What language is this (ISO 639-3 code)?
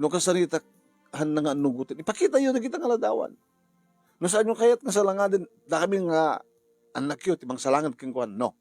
ilo